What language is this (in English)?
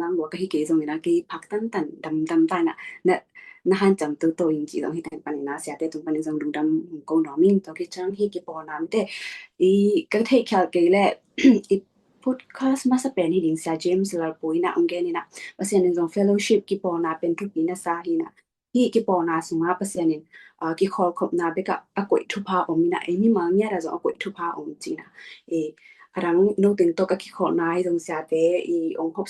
Tedim Chin